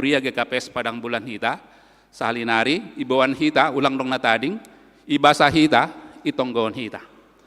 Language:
Batak Simalungun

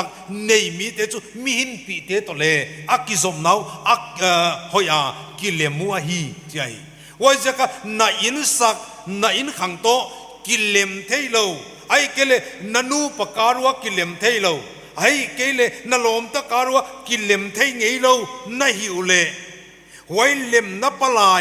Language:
Paite Chin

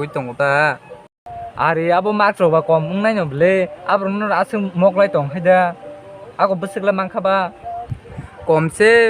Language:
Kok Borok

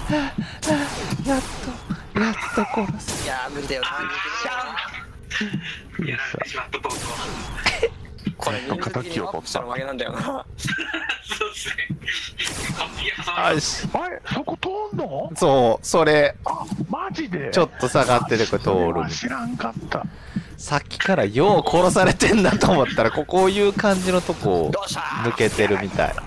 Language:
Japanese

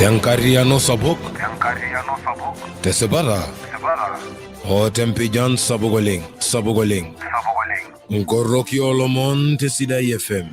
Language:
Masai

